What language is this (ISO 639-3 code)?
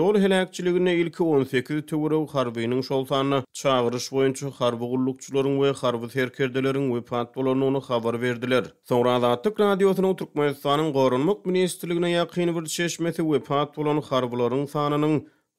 tuk